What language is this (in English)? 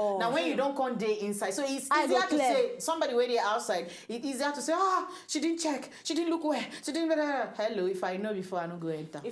Nigerian Pidgin